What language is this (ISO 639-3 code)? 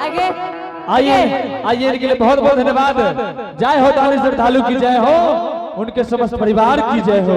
anp